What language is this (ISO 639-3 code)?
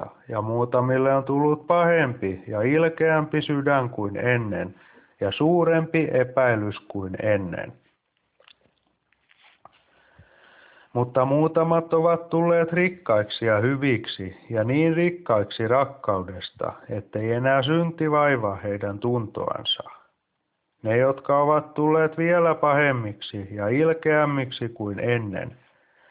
fin